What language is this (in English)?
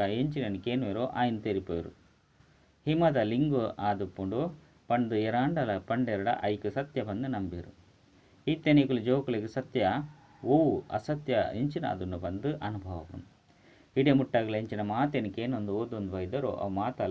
Tulu